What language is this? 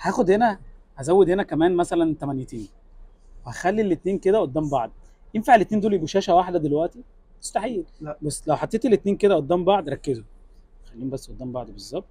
Egyptian Arabic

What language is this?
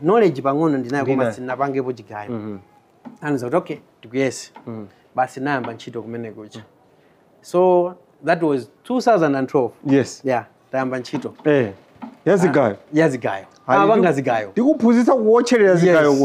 Nyanja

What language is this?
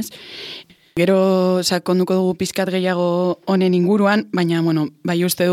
Basque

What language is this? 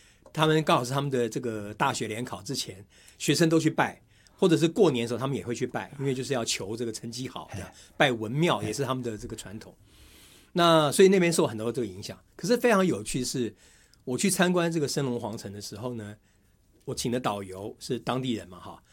Chinese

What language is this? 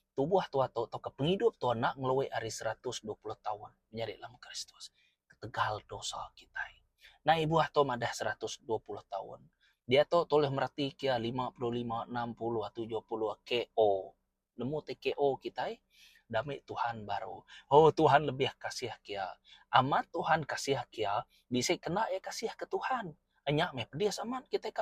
Iban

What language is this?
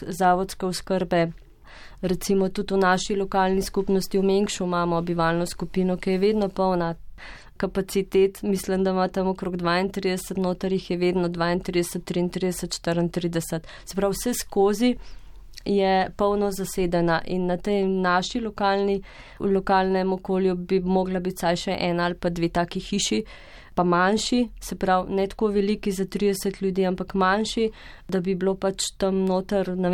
Slovenian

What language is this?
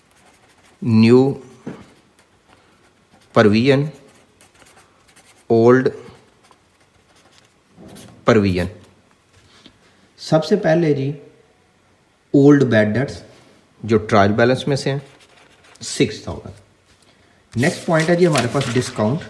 Hindi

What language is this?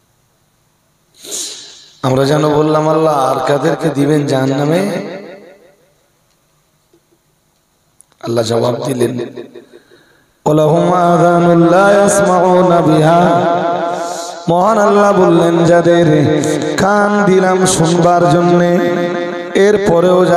Bangla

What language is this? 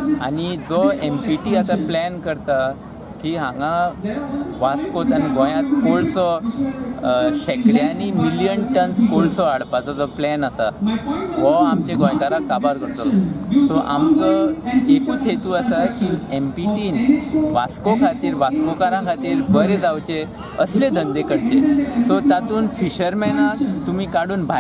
Konkani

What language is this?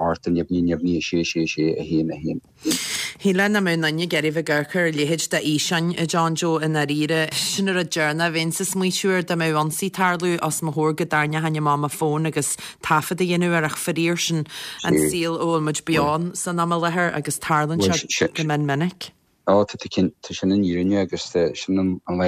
Irish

